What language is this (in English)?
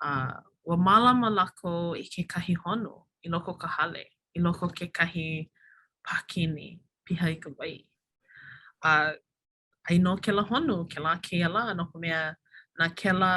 Hawaiian